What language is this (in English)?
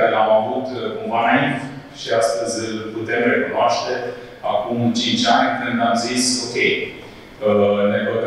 Romanian